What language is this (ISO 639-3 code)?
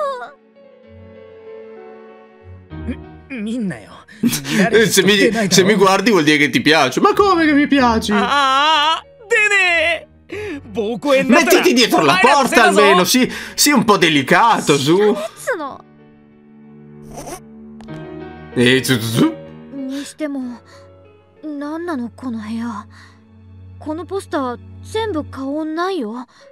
ita